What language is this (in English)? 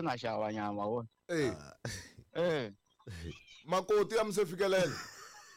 Tsonga